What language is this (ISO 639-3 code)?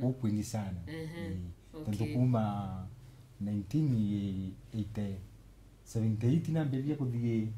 mer